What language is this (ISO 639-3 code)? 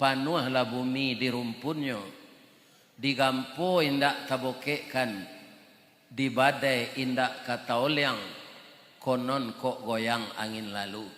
min